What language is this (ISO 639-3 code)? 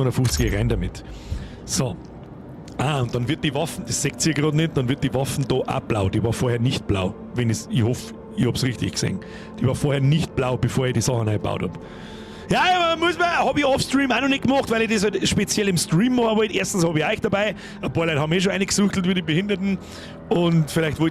bar